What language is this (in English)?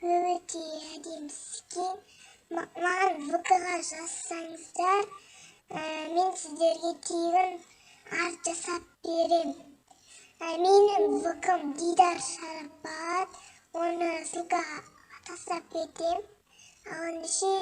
Kazakh